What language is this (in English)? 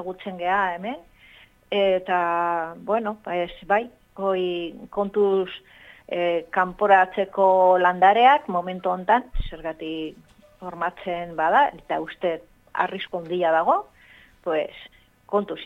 Basque